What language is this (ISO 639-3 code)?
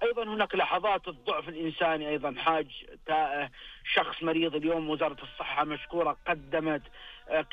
ars